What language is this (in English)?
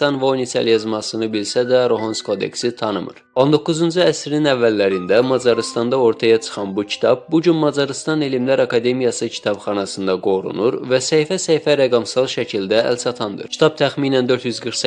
Azerbaijani